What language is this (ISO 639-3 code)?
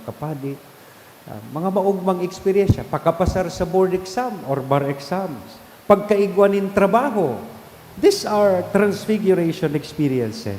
bik